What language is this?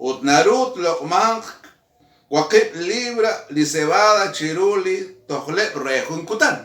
Kekchí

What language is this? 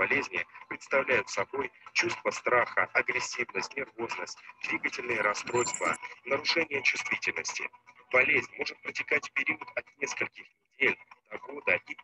Russian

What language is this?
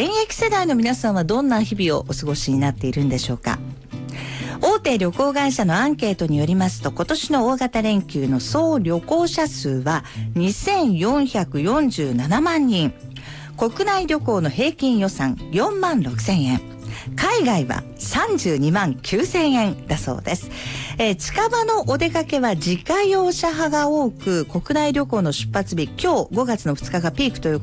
Japanese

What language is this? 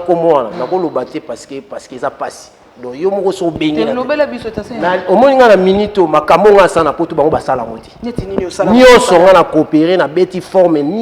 Lingala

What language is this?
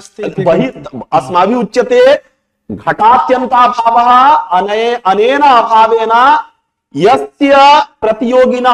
Sanskrit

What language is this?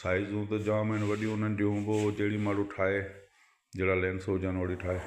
Sindhi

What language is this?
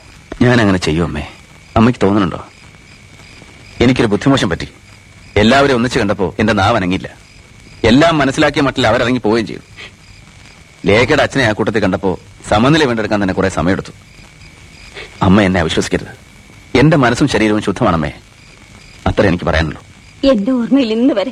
Malayalam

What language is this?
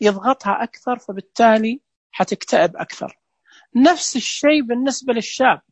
Najdi Arabic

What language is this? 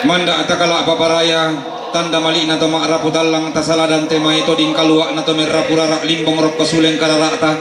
Toraja-Sa'dan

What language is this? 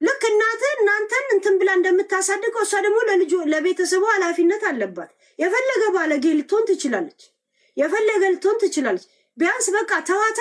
Amharic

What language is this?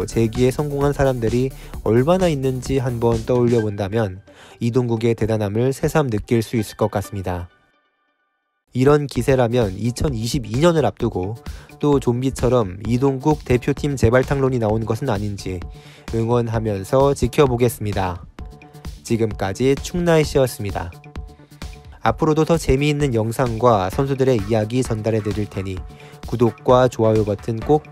Korean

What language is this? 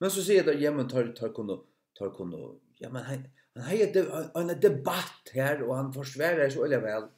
Faroese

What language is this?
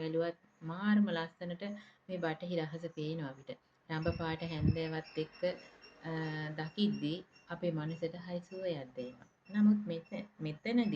Sinhala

